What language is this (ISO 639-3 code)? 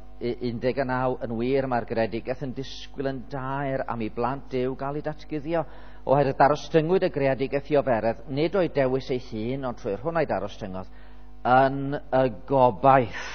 cym